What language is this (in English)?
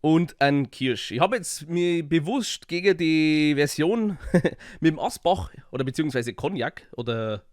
Bavarian